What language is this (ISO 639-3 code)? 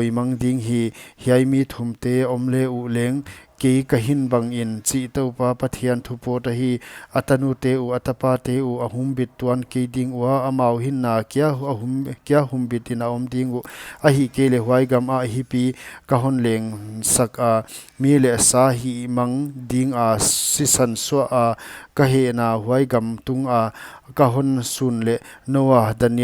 pck